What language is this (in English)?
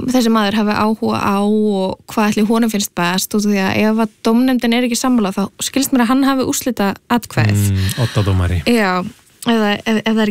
Icelandic